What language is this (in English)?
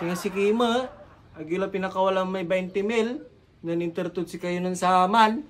Pangasinan